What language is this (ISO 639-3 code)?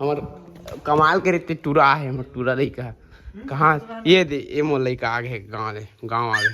hne